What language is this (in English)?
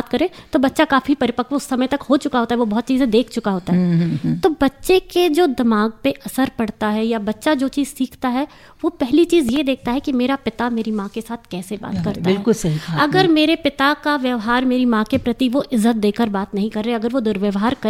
Hindi